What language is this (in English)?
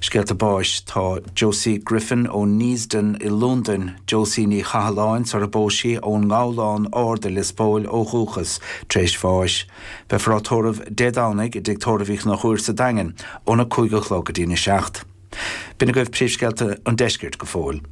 Irish